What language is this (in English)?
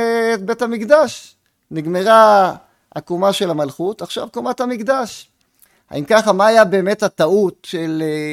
Hebrew